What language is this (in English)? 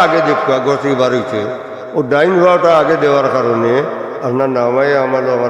Sylheti